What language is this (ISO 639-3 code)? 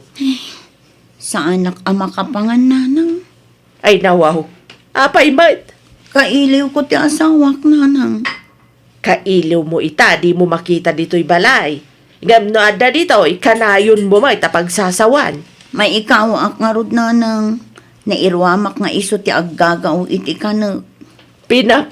ilo